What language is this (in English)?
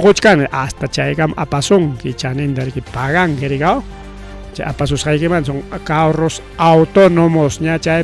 Ayacucho Quechua